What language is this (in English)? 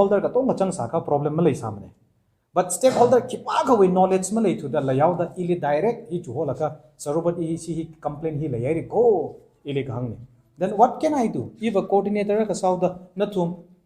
Tangkhul Naga (India)